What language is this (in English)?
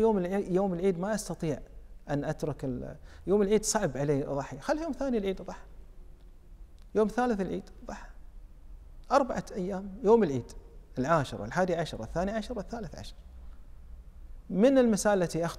Arabic